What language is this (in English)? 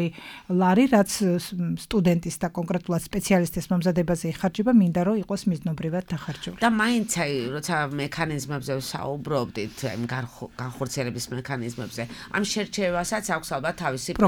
Georgian